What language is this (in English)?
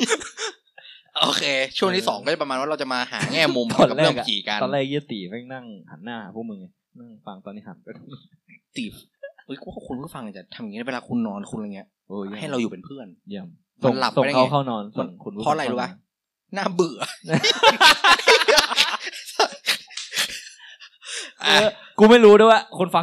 Thai